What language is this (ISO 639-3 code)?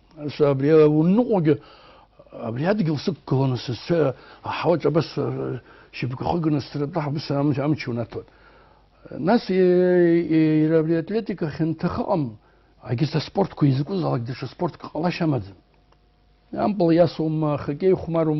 abk